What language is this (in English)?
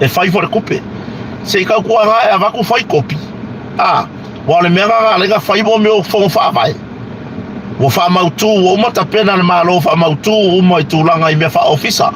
Samoan